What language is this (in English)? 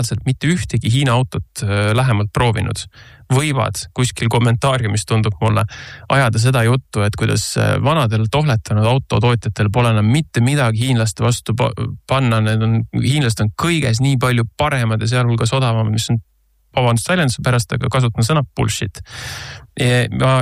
Estonian